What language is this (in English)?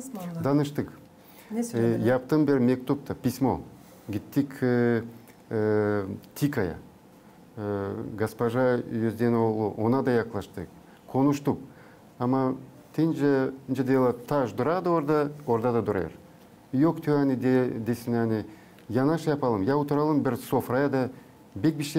Gagauz